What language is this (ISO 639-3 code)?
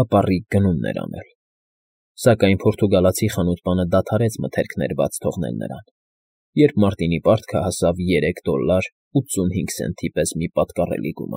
hye